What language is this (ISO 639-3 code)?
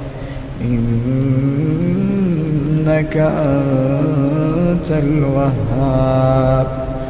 ara